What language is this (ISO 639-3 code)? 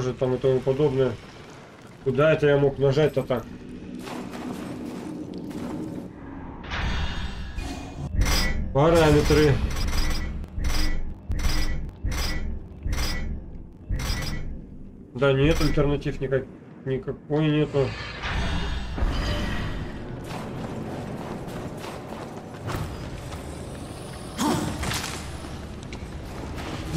rus